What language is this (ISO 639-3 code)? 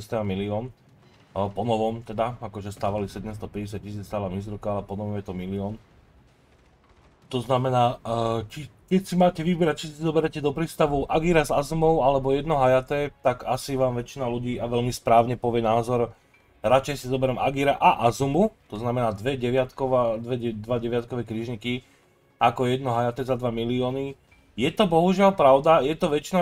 slk